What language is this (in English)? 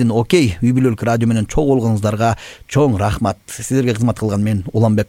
Kyrgyz